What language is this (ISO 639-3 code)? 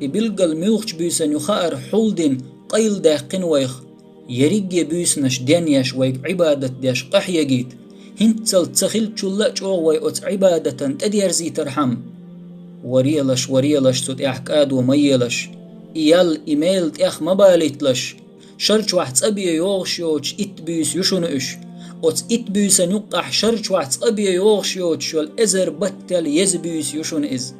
che